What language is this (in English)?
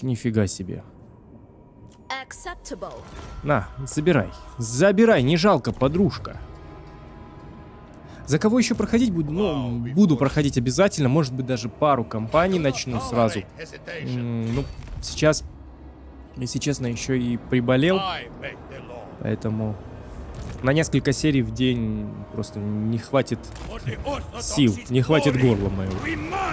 Russian